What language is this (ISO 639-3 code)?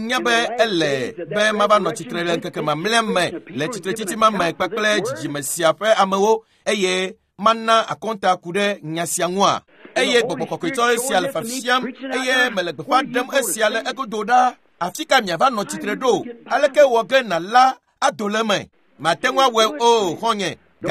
ewe